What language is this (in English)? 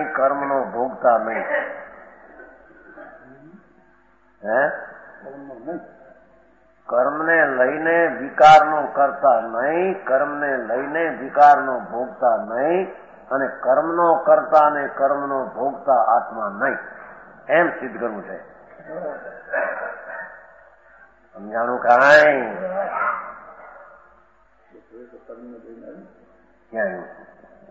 Gujarati